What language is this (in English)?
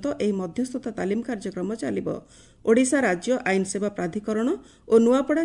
Odia